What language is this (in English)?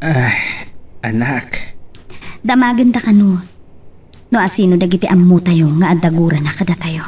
Iloko